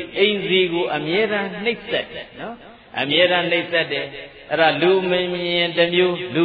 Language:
Burmese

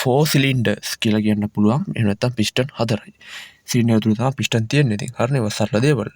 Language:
Sinhala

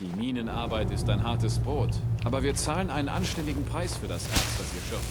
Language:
Bavarian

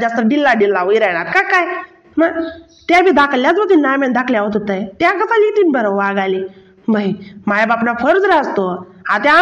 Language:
Khandesi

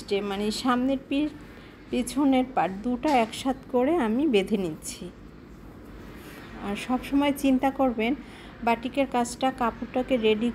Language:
Bangla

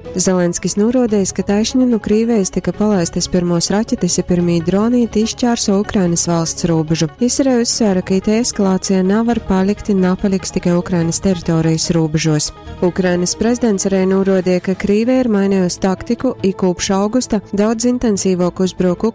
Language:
Latgalian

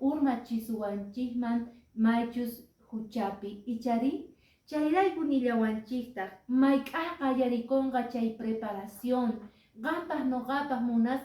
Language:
Quechua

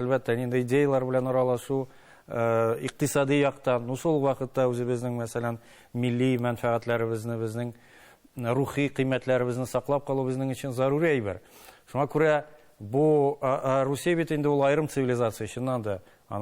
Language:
Tatar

